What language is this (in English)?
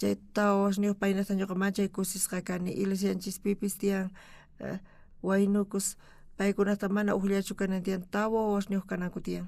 South Bolivian Quechua